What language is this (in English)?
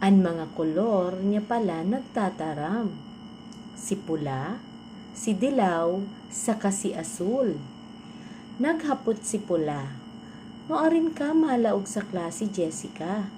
Bikol